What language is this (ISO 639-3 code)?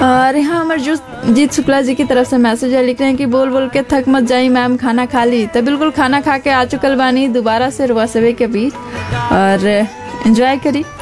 bho